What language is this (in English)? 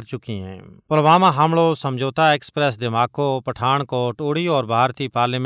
Gujari